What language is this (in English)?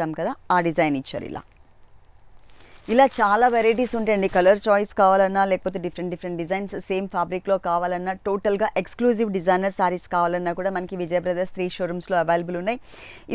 Telugu